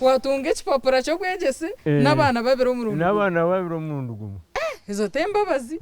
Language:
Nyankole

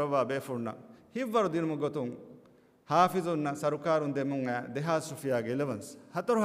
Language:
Divehi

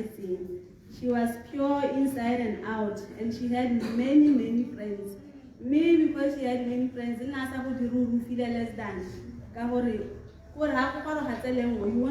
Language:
Tswana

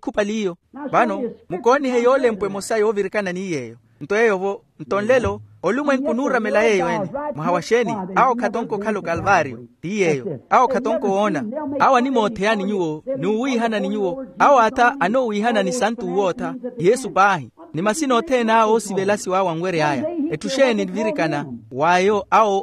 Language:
Makhuwa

